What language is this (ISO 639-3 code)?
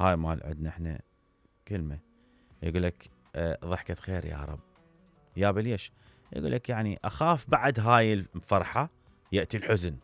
acm